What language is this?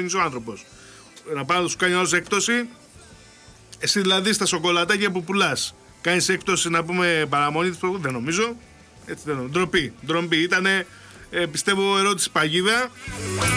Greek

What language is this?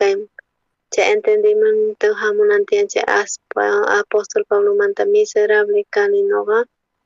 South Bolivian Quechua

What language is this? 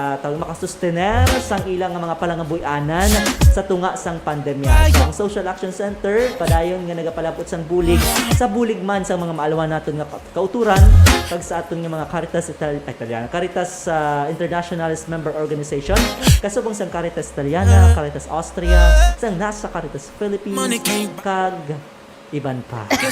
Hiligaynon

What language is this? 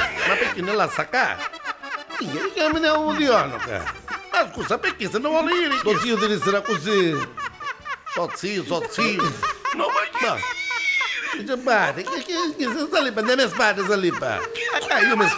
Neapolitan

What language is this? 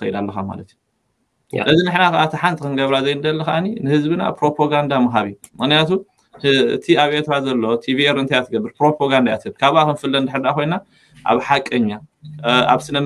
Tigrinya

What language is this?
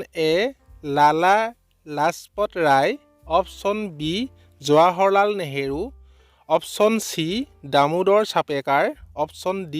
Assamese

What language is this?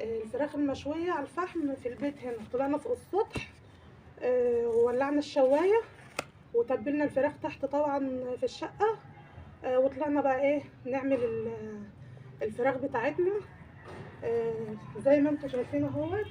Egyptian Arabic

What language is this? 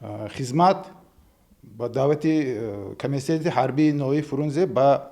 Tajik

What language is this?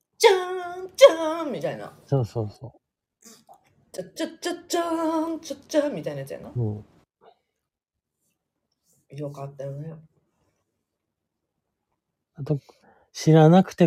Japanese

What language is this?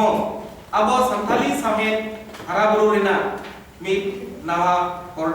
Santali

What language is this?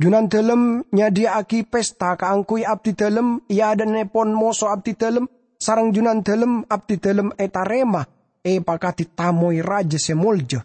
Madurese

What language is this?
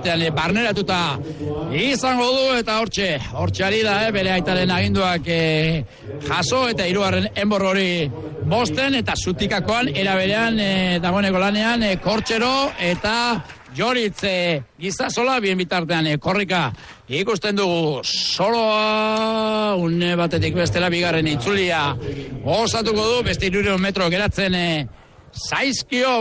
Basque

